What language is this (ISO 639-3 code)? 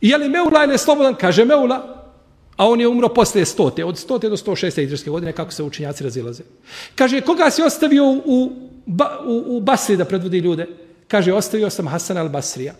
bos